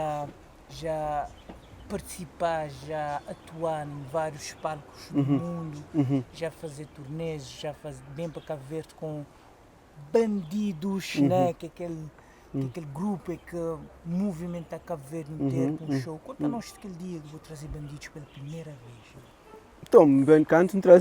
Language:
Kabuverdianu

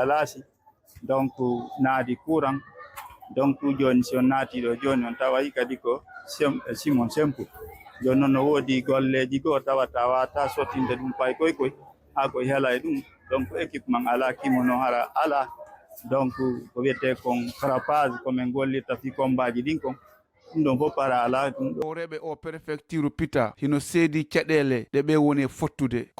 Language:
Fula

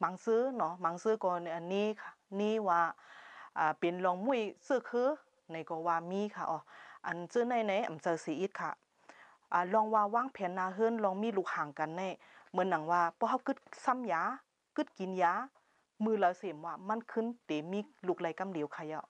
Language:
Shan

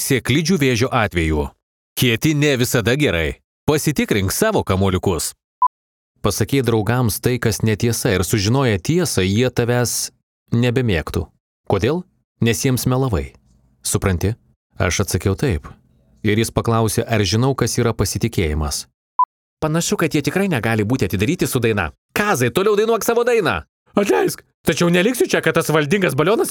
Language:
Lithuanian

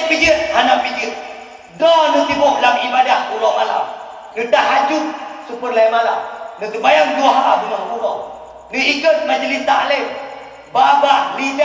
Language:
Achinese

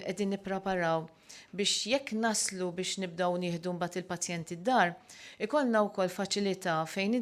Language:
Maltese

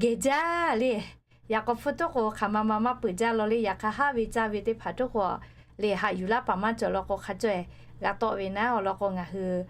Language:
Lahu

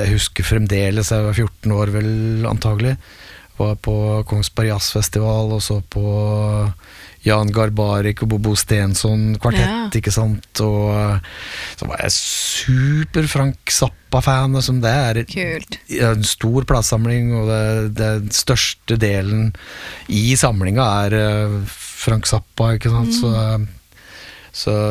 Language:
Norwegian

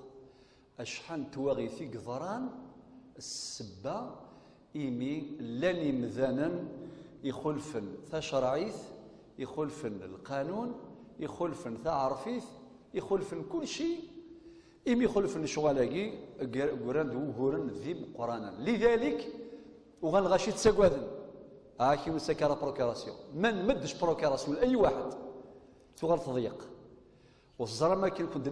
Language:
Kabyle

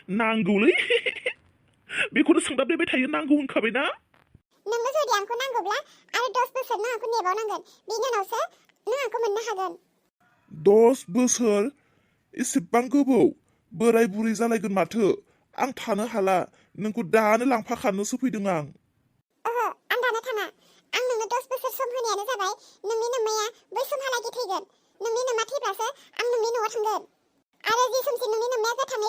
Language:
Bodo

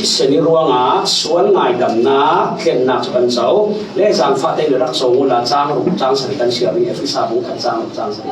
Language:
Falam Chin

